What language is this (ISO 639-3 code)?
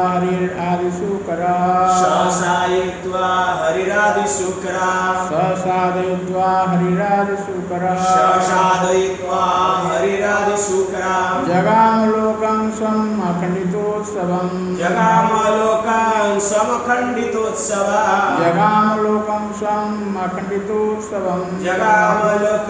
ori